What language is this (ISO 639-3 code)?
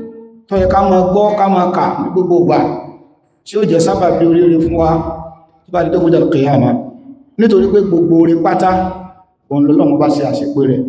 yor